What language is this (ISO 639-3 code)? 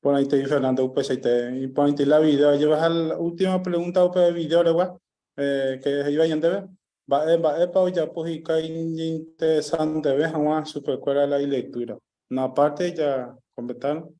grn